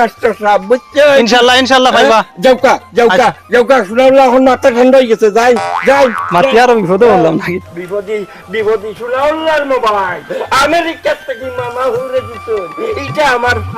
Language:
Sylheti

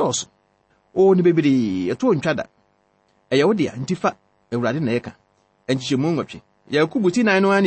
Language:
Akan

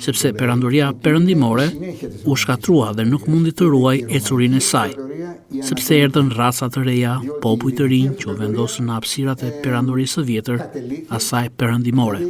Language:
Albanian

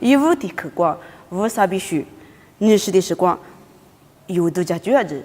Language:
Lisu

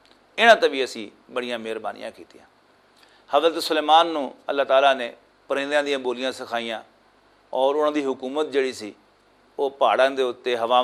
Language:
Western Panjabi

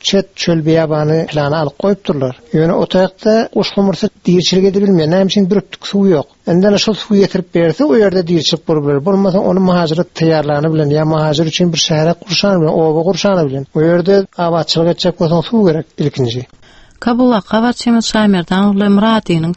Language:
Turkmen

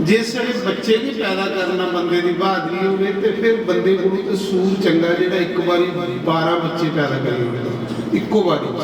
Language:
Dogri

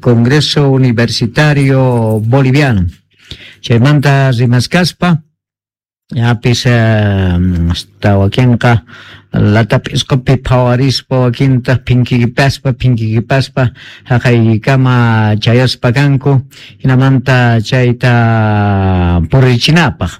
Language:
Quechua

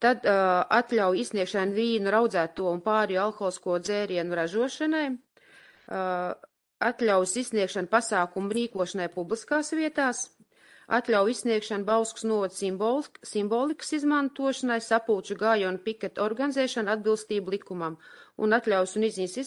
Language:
Latvian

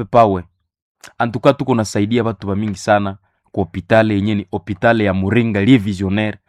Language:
Nande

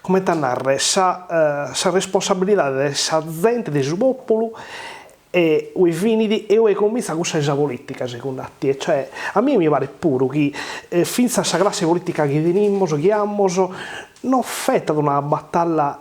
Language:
Sardinian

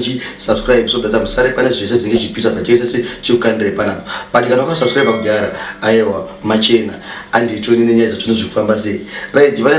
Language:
Shona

